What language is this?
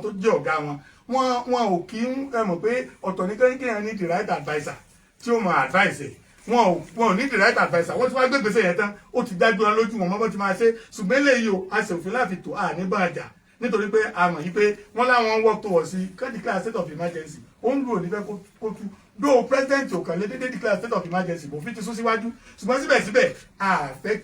Yoruba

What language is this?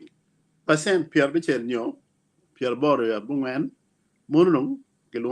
Acoli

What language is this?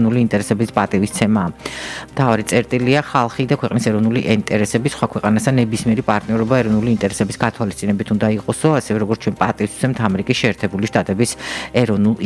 Georgian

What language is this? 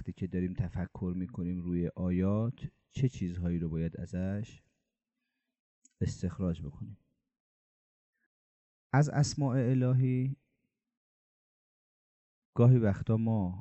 Persian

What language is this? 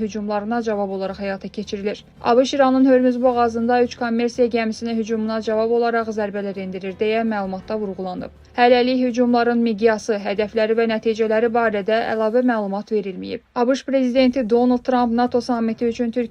Azerbaijani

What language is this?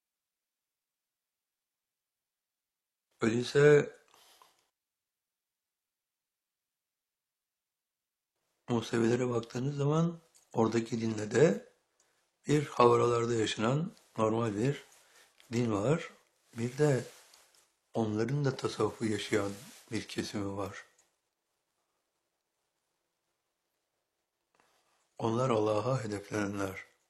Turkish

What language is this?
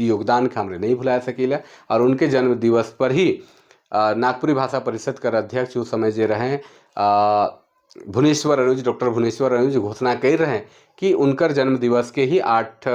Sadri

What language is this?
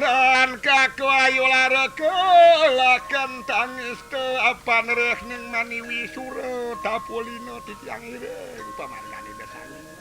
Balinese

